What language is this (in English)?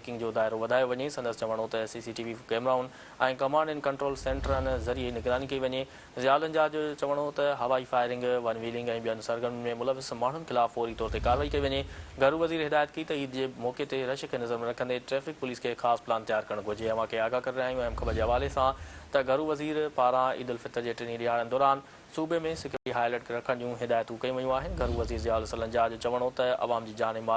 Sindhi